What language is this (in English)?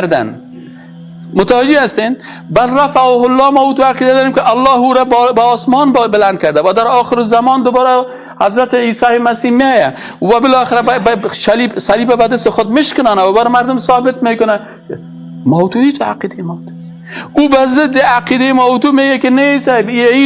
Persian